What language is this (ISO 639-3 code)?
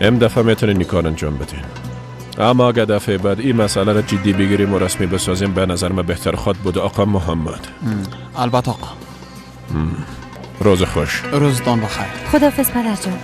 fas